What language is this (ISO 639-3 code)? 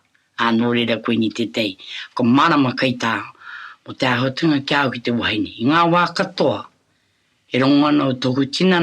mri